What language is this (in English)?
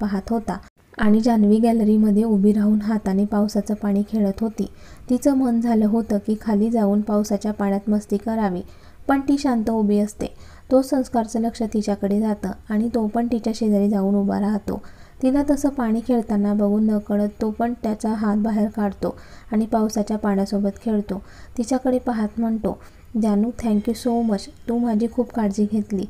Marathi